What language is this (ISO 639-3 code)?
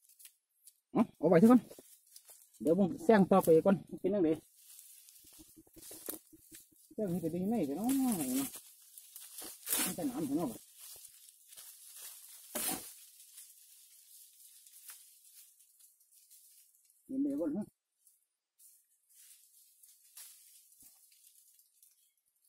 tts